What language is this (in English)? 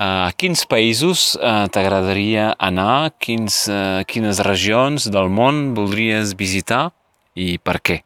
Catalan